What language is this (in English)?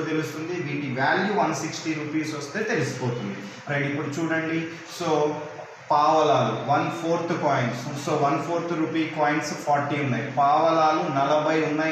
Telugu